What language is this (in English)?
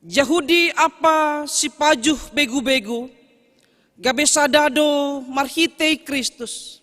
Batak Simalungun